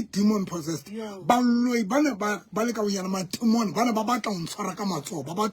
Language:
Southern Sotho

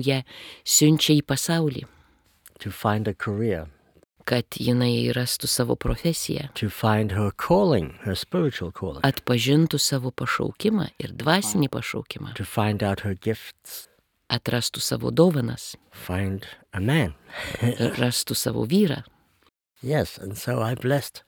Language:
Lithuanian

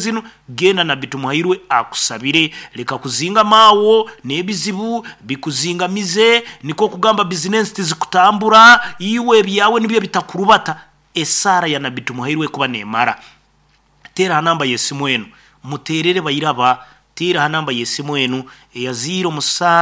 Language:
Nyankole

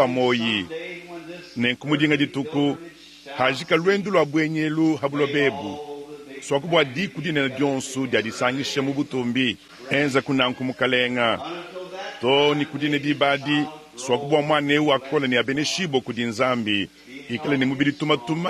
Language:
Luba-Lulua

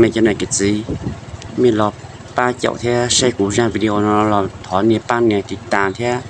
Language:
Hmong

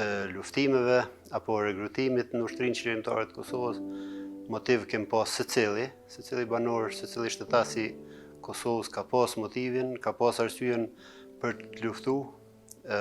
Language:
Albanian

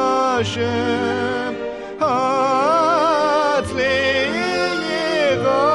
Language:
Hebrew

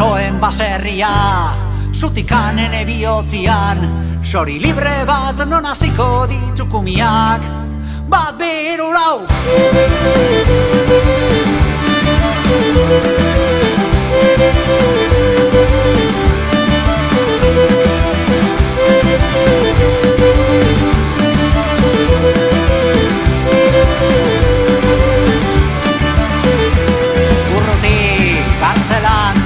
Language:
Basque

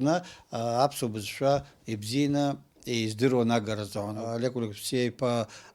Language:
Abkhazian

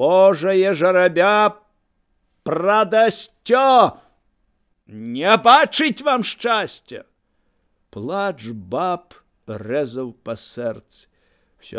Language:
Belarusian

